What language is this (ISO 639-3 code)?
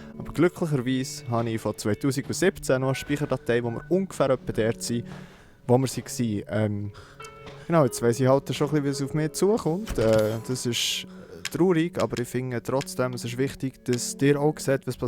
gsw